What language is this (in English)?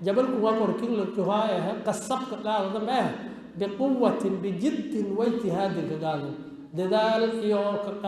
Somali